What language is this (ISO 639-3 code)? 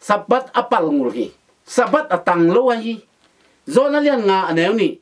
ctd